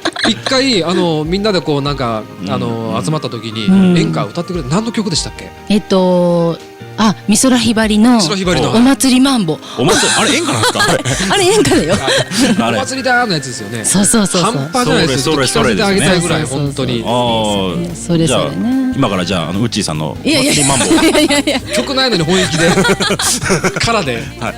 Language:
Japanese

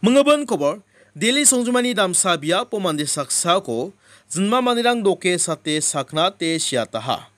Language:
Garo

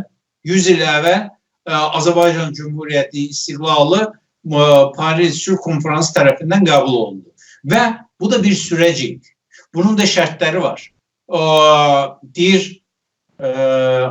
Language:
South Azerbaijani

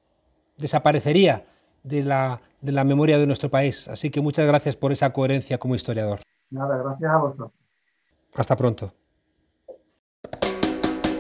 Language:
Spanish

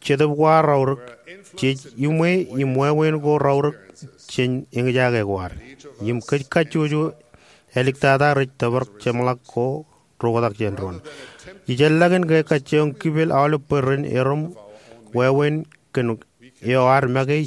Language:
Marshallese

